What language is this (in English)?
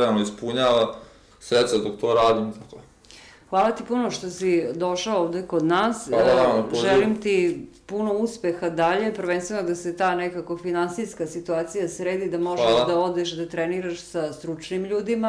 Serbian